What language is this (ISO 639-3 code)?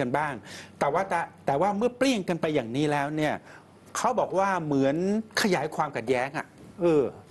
tha